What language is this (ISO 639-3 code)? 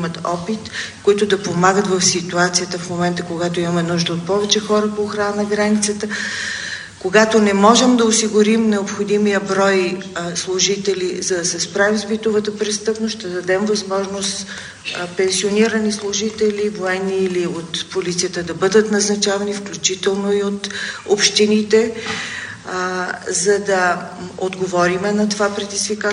bul